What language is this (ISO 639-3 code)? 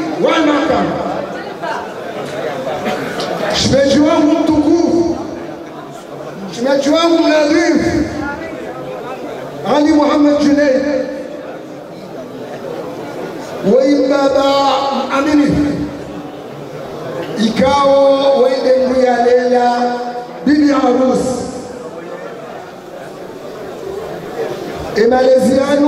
swa